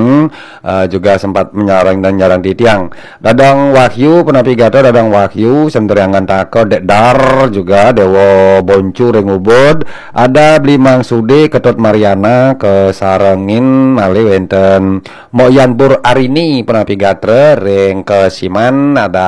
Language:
Balinese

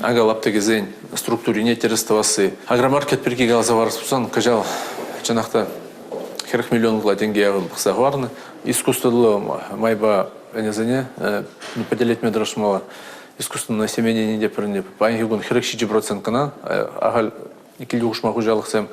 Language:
Chuvash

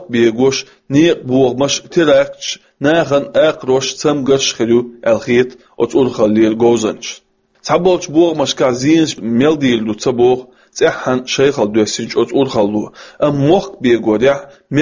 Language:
Chechen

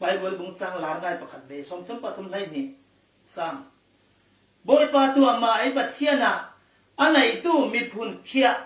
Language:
Falam Chin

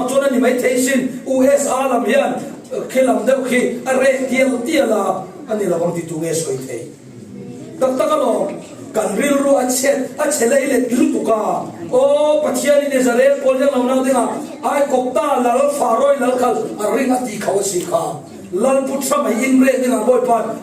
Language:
Falam Chin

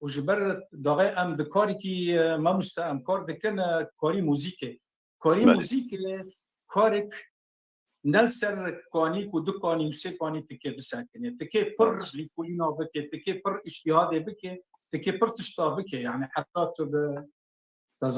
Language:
Kurdish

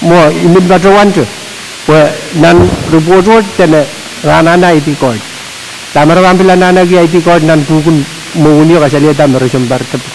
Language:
Pohnpeian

